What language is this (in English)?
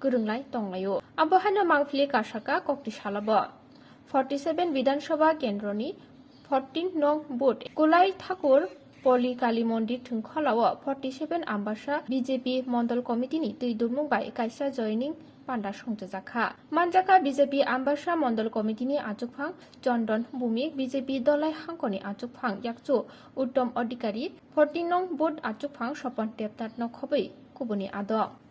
Kok Borok